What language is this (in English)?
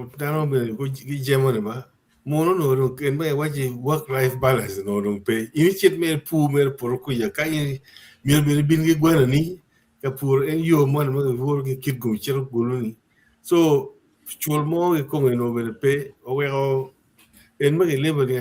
Acoli